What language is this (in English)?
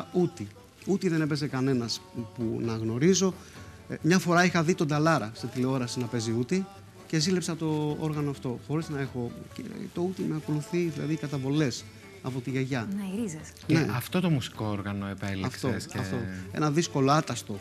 Greek